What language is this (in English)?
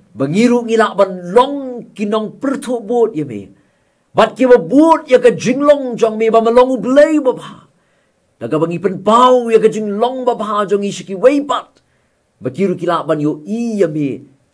Khasi